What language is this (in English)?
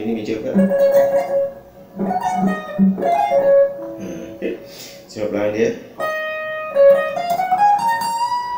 Malay